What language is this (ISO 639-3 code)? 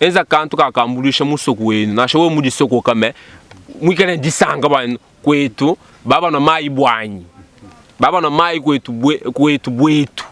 lua